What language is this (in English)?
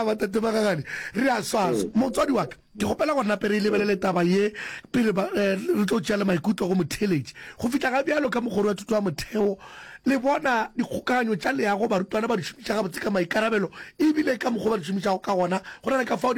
Northern Sotho